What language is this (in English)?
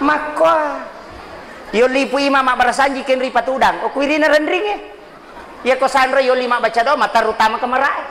Buginese